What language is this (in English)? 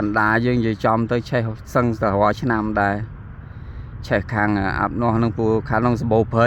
Khmer